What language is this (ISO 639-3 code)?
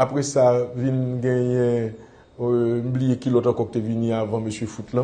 hat